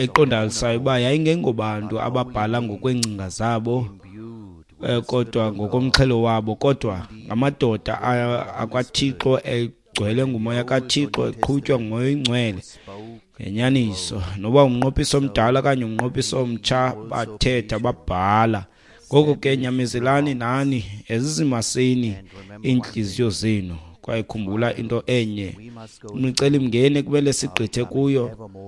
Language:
Xhosa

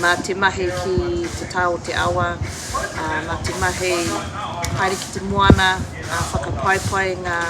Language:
Māori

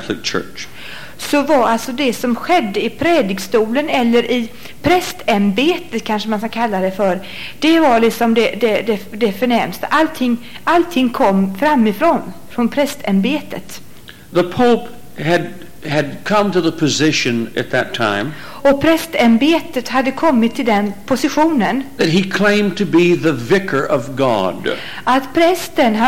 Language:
Swedish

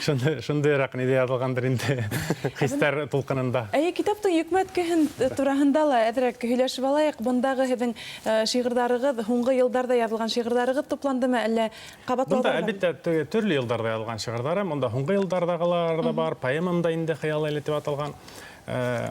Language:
Bashkir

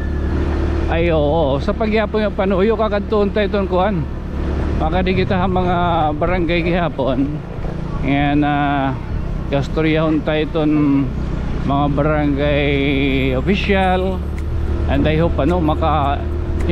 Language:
Waray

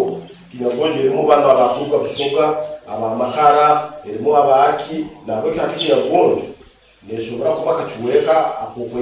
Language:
Nyankole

